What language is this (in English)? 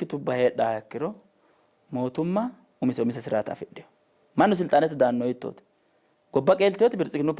Sidamo